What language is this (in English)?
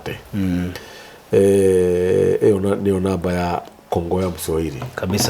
Kikuyu